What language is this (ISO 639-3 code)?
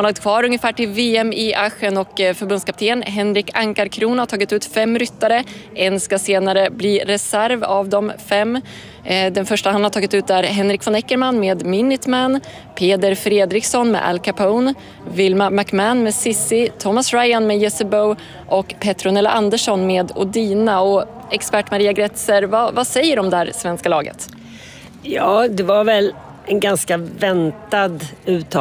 swe